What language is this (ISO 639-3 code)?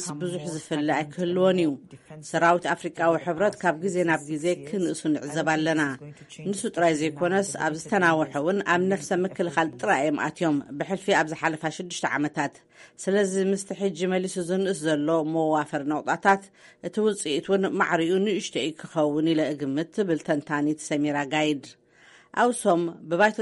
tir